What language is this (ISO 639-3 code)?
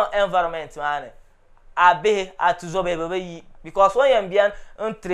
dag